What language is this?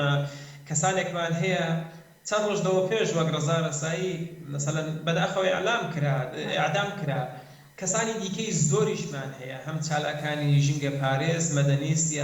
Central Kurdish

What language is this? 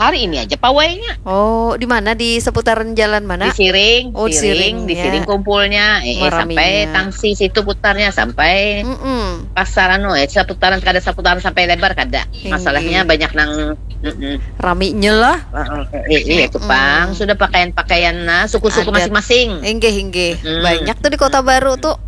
Banjar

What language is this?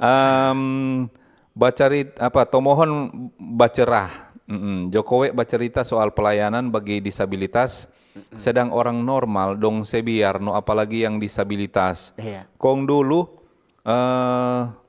Manado Malay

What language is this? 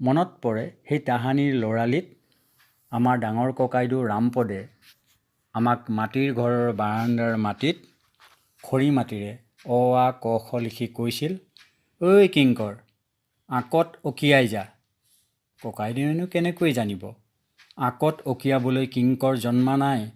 Assamese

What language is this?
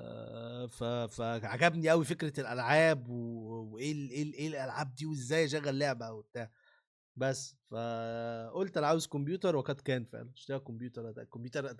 Egyptian Arabic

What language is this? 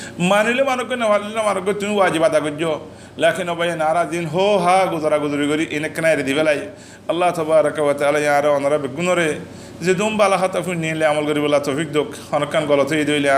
Rohingya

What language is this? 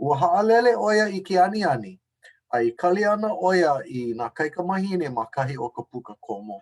Hawaiian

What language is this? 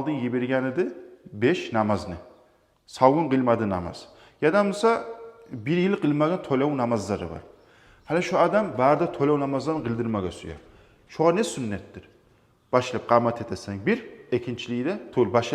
Kumyk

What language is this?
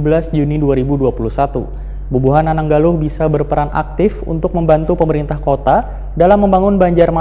Banjar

